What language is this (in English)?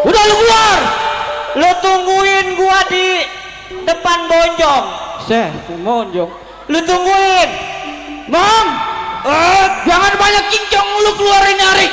Betawi